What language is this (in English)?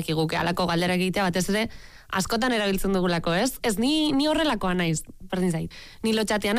Basque